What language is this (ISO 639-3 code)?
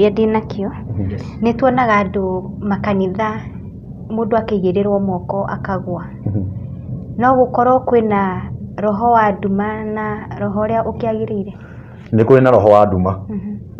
kik